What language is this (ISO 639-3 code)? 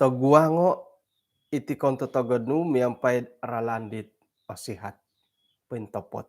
dtp